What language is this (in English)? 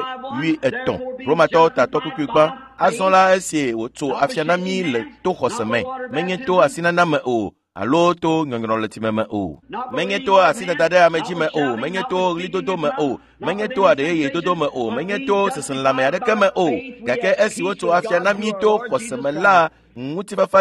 Ewe